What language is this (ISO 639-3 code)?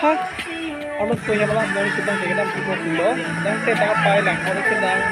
mjw